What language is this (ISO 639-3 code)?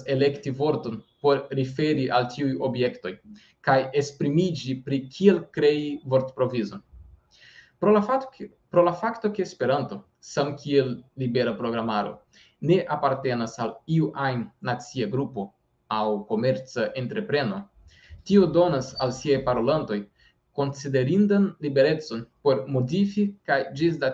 epo